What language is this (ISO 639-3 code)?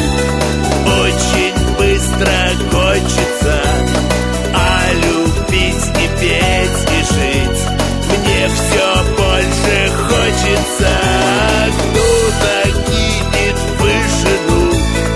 rus